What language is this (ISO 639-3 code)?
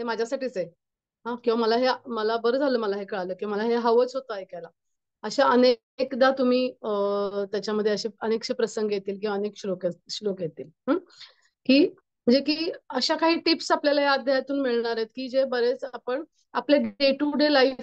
mar